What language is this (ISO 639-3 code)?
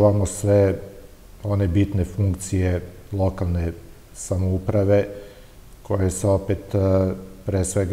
srp